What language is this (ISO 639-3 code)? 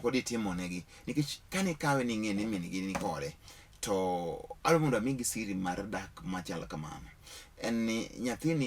luo